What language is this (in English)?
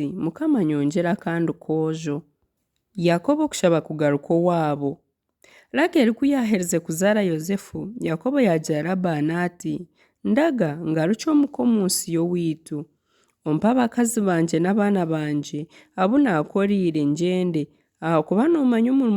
Nyankole